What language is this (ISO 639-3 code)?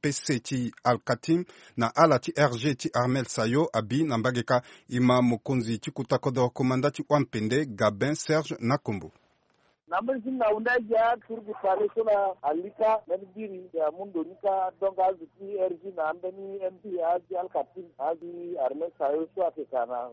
sag